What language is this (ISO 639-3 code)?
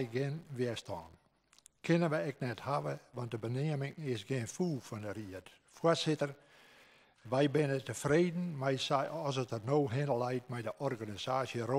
fry